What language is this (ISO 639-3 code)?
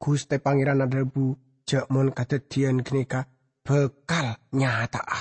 mad